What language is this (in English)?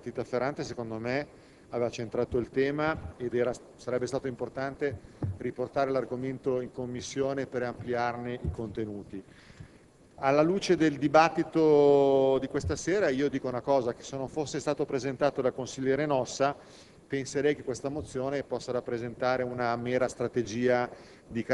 Italian